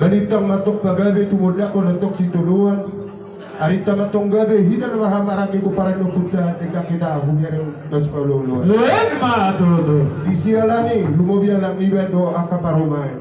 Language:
Batak Toba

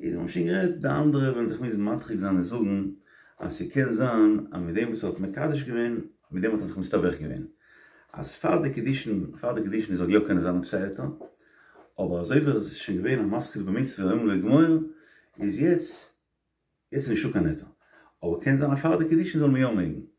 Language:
Yiddish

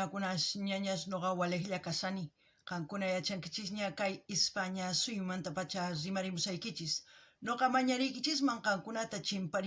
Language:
South Bolivian Quechua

